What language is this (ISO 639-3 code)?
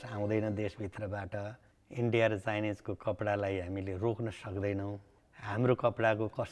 nep